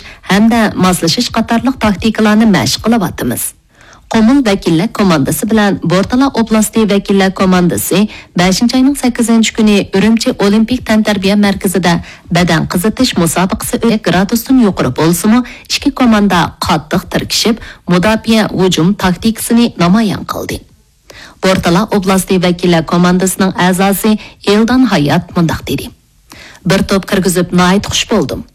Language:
Uyghur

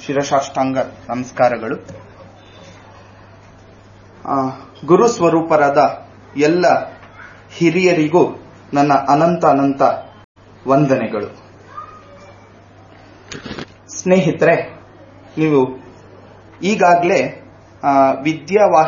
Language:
Kannada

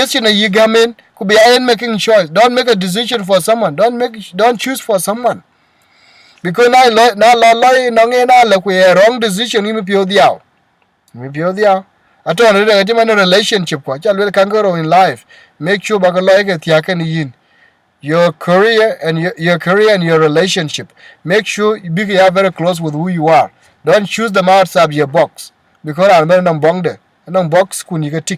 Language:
Dinka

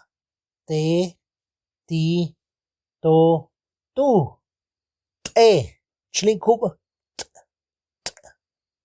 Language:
Tektiteko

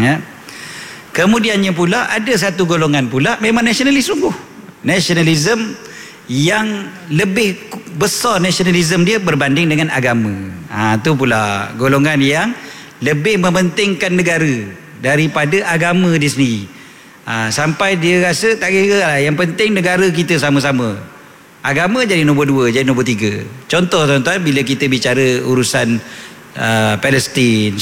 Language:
Malay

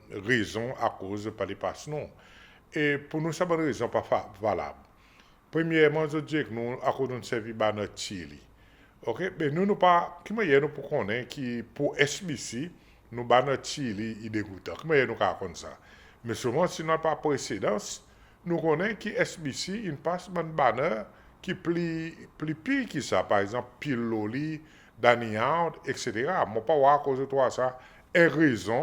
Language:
Seselwa Creole French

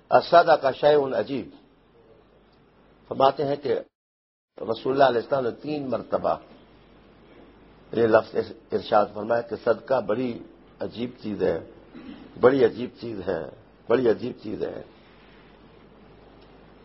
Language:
Urdu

